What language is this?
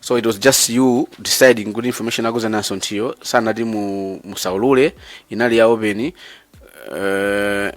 Nyanja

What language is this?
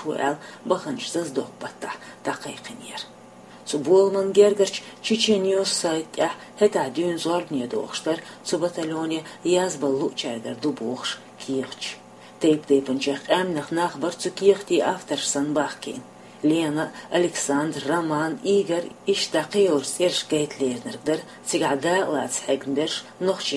Chechen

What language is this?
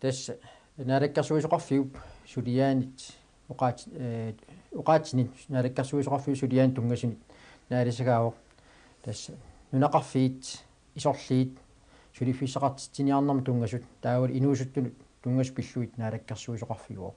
Kalaallisut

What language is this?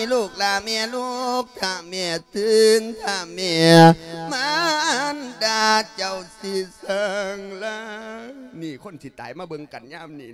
Lao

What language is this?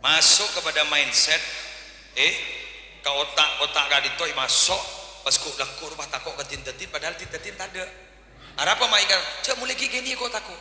Madurese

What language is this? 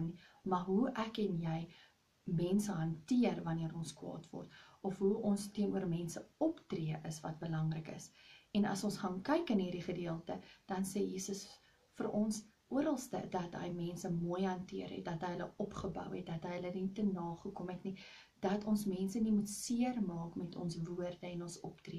Afrikaans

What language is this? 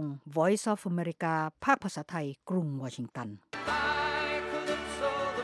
Thai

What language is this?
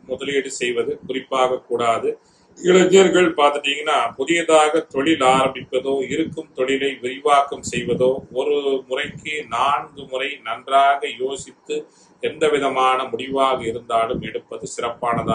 Tamil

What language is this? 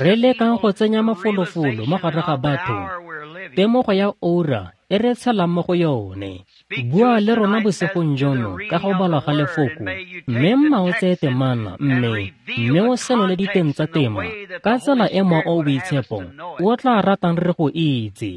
Tswana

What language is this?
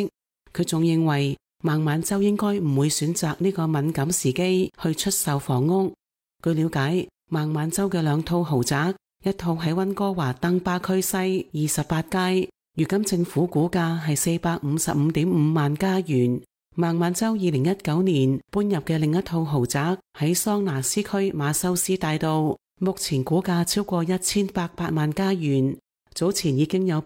Cantonese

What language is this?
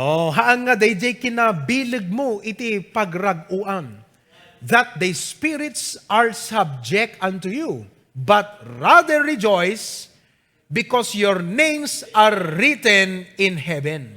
Iloko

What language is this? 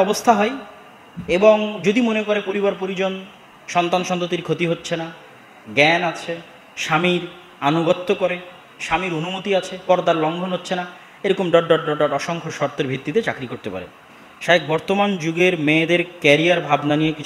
Bangla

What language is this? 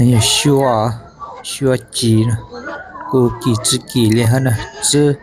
Hmong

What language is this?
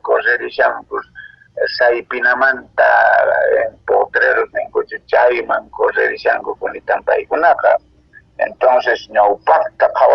Quechua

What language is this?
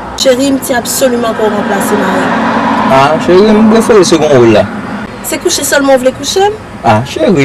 Haitian Creole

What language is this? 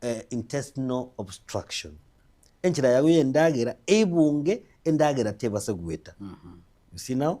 Gusii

